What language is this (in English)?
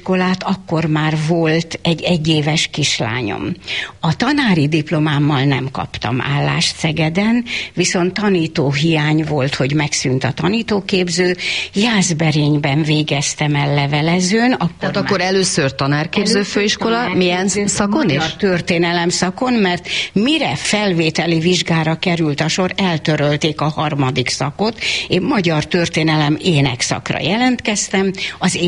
Hungarian